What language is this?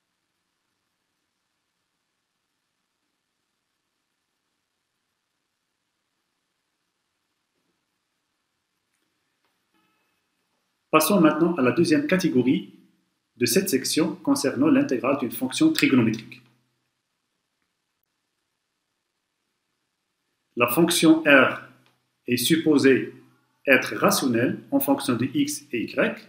French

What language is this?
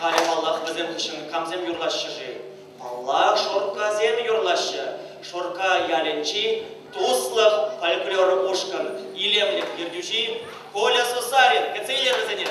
Chuvash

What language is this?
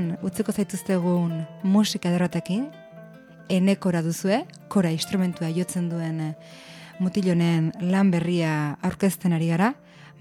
Basque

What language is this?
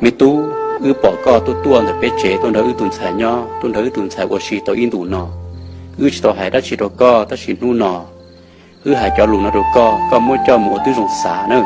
Hmong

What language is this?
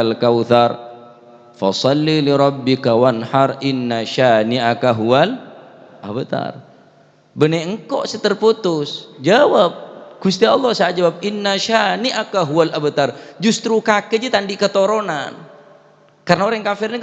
Madurese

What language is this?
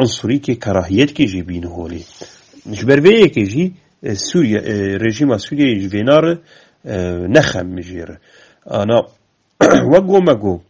Kurdish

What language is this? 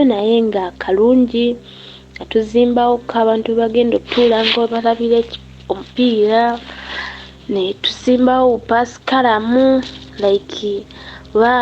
Ganda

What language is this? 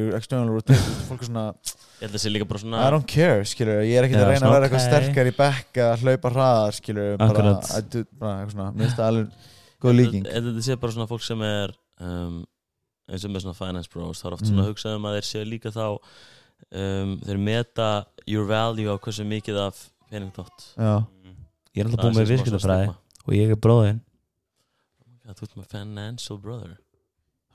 Icelandic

